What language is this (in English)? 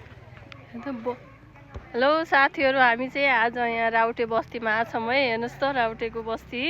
Nepali